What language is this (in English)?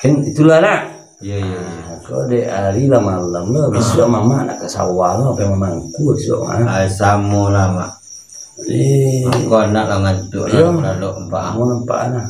Minangkabau